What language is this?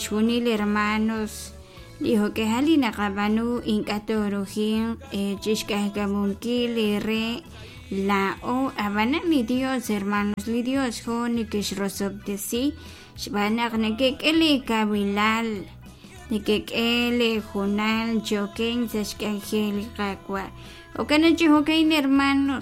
Kekchí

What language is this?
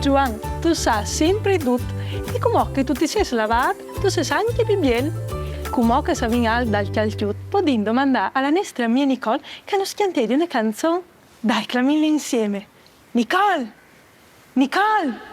Friulian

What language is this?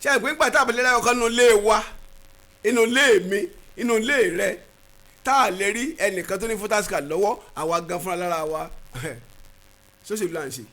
Yoruba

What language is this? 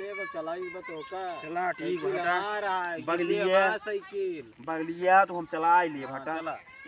Awadhi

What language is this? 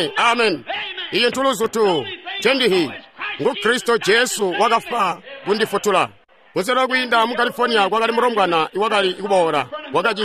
Tonga (Zambia)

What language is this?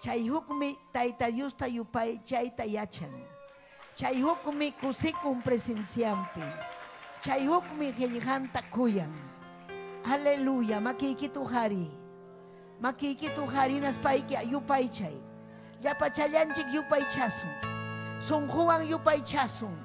Ayacucho Quechua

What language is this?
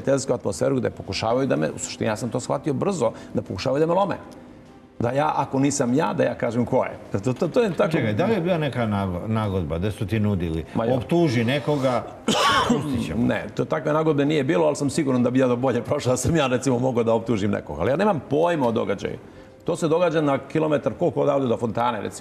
Serbian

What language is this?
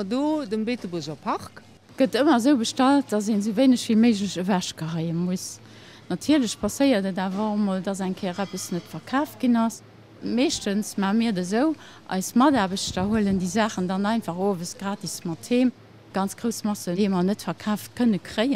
Luxembourgish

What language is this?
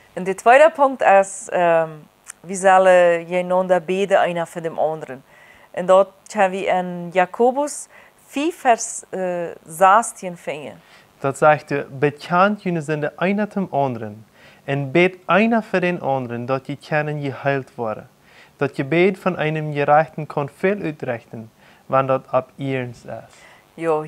Plautdietsch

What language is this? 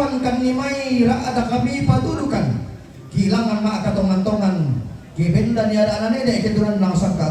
Toraja-Sa'dan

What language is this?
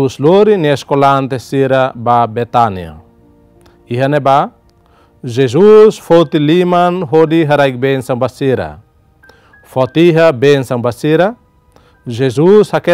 Tetum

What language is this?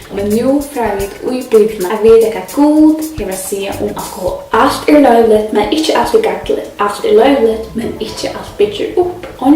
Faroese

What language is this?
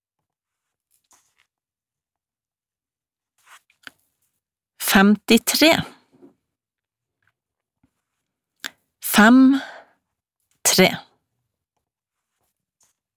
Norwegian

